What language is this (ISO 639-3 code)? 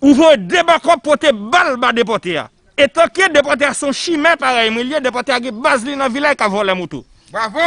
hat